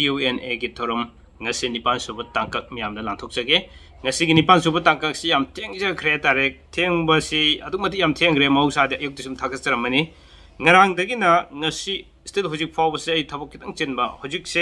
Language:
Manipuri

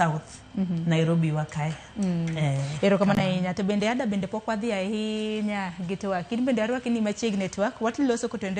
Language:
Luo (Kenya and Tanzania)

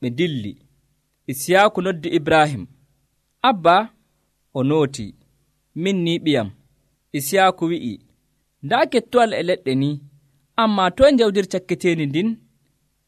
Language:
Nigerian Fulfulde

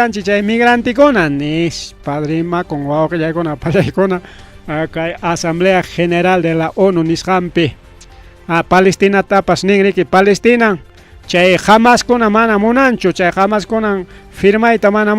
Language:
Ayacucho Quechua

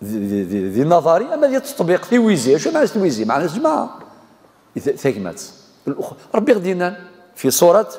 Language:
Kabyle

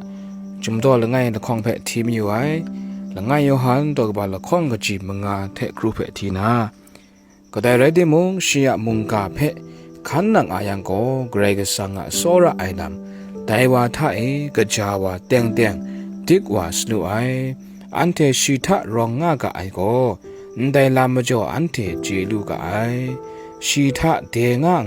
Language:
Kachin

